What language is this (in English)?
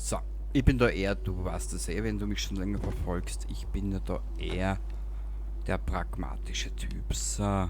Bavarian